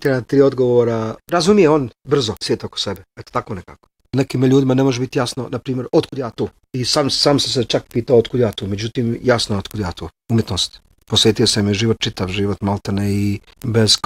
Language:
Bosnian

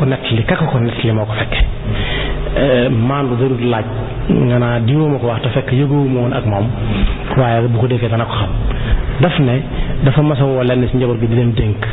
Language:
Wolof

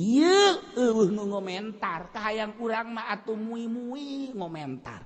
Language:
Sundanese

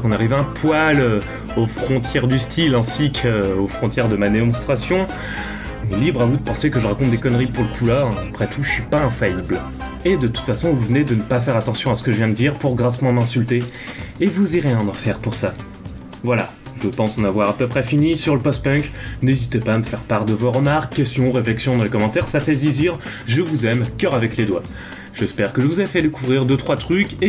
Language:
French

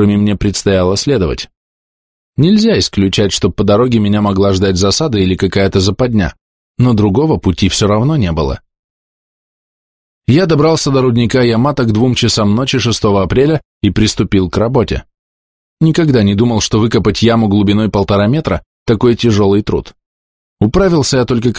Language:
Russian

